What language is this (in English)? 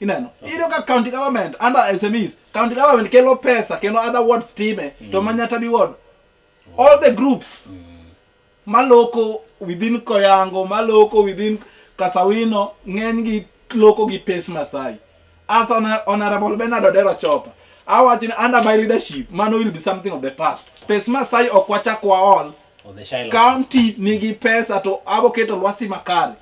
Luo (Kenya and Tanzania)